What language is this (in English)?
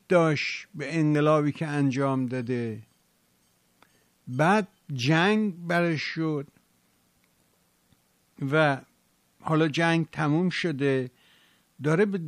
Persian